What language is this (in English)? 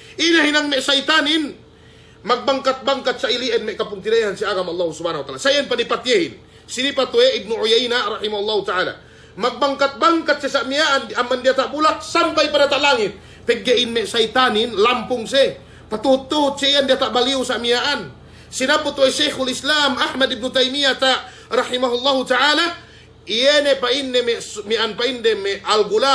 Yakan